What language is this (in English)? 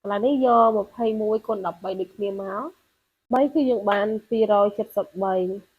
Khmer